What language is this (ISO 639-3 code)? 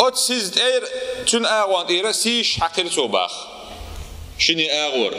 che